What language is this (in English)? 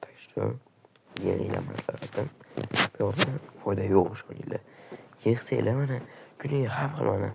Uzbek